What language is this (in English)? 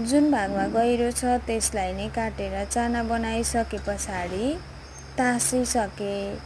Nepali